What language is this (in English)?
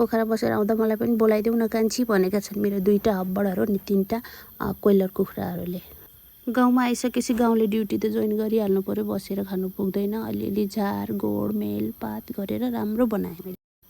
Nepali